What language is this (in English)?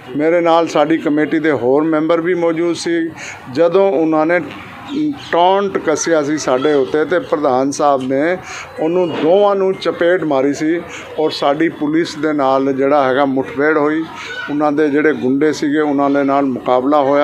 Punjabi